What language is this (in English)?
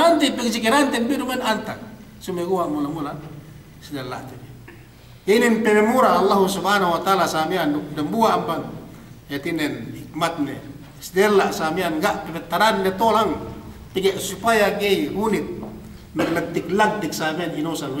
Yakan